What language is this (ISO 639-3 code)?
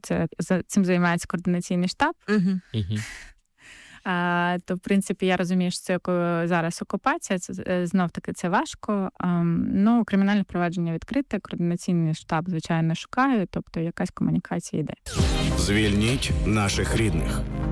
ukr